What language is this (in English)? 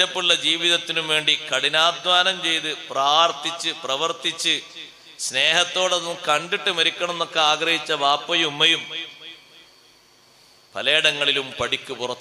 Malayalam